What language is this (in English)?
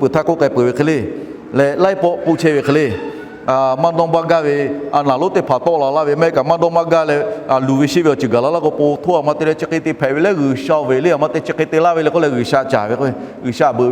Lahu